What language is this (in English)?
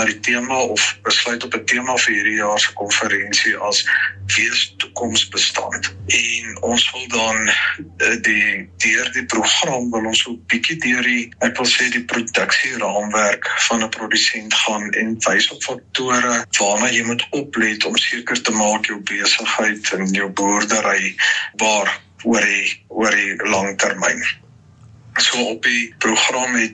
Afrikaans